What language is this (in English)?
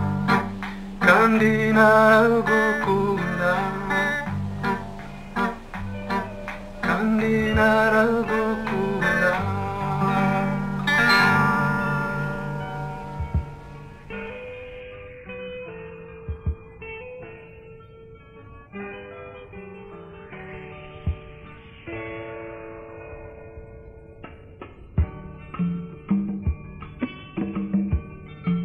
Rundi